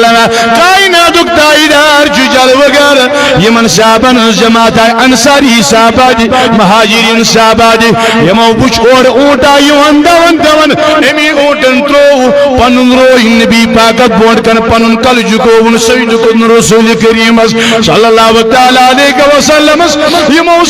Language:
Kashmiri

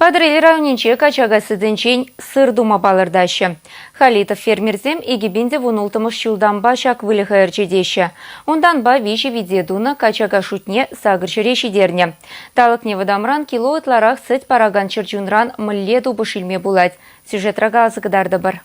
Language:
Chuvash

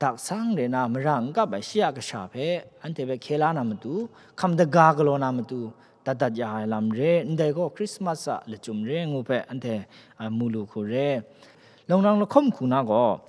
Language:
Kachin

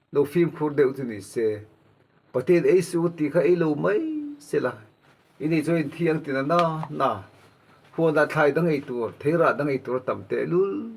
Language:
Mizo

